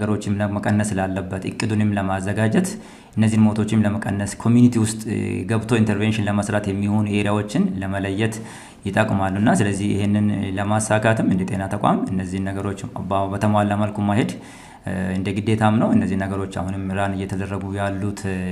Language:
Amharic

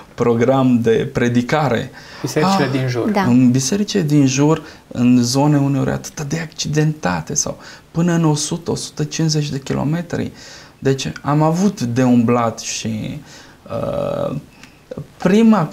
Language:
Romanian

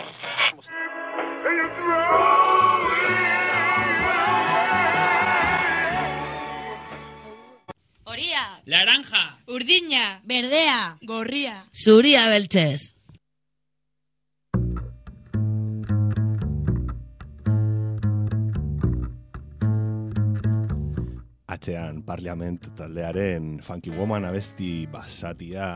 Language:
Basque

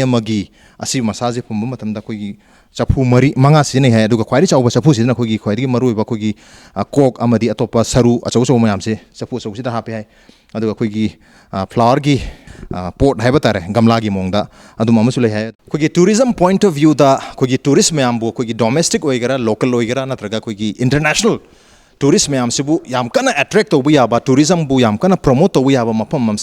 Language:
Manipuri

